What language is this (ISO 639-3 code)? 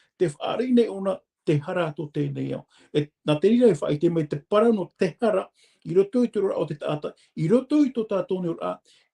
tah